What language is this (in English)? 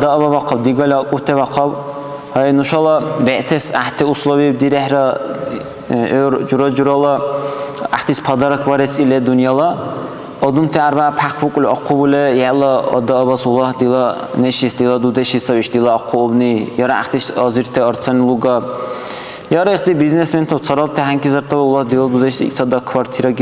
Dargwa